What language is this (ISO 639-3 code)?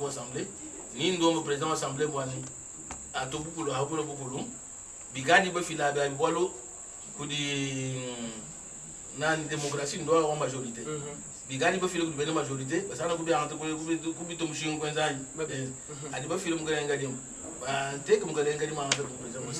lua